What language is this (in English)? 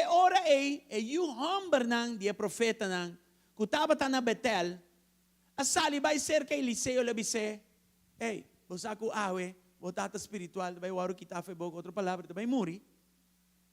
Papiamento